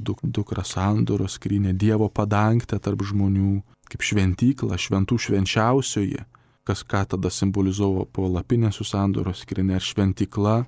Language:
Lithuanian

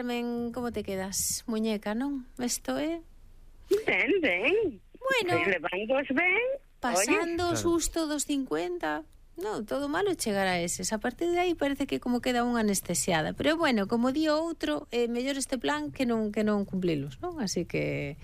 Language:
Galician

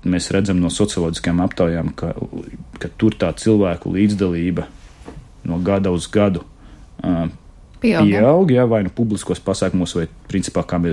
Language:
Latvian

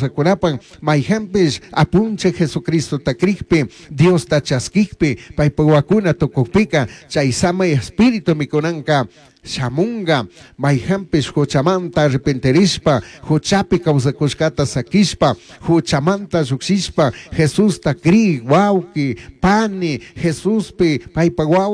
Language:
Chimborazo Highland Quichua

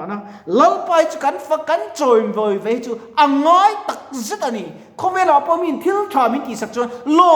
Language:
Mizo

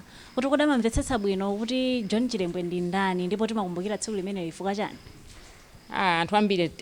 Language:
Nyanja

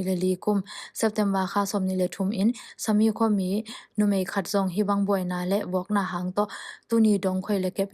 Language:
Tedim Chin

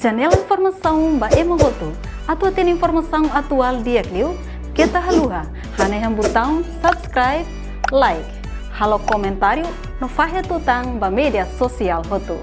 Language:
Tetum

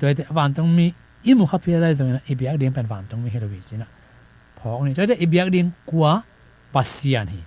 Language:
Tedim Chin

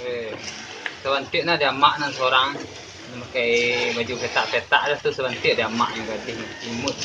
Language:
Minangkabau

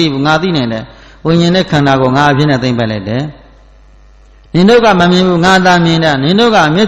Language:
Burmese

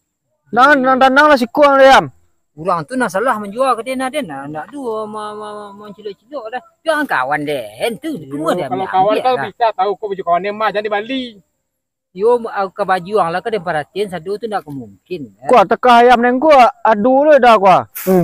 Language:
Minangkabau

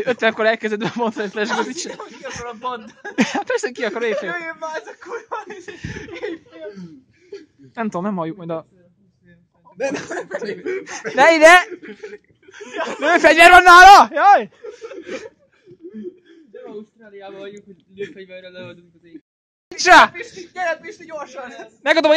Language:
Hungarian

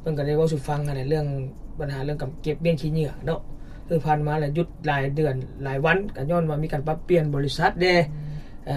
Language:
Lao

